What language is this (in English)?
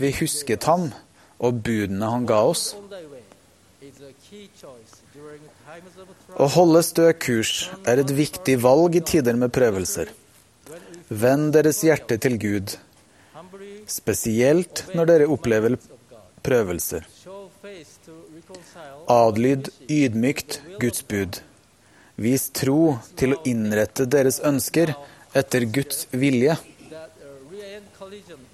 Norwegian